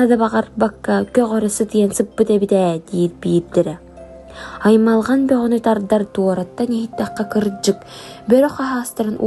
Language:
Yakut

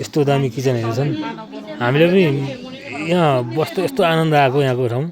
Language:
Nepali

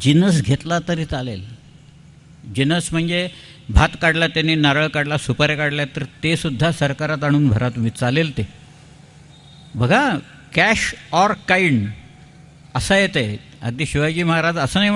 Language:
Marathi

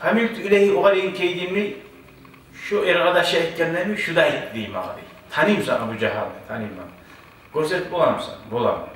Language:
Kumyk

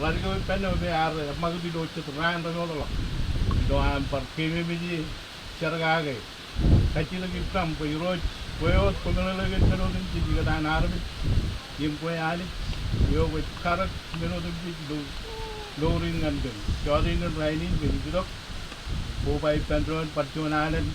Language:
Marshallese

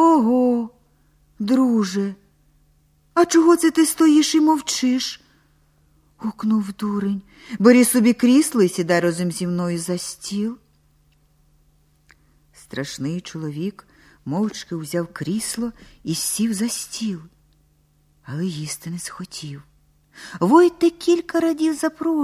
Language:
Ukrainian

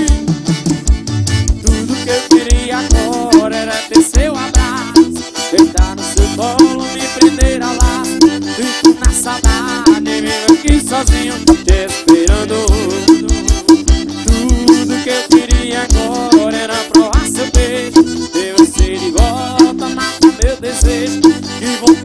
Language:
Portuguese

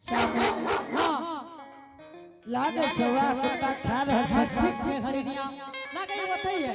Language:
Angika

